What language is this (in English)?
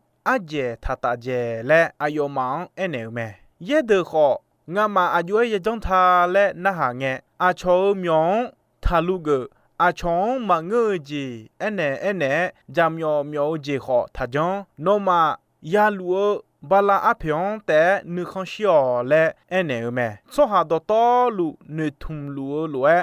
Akha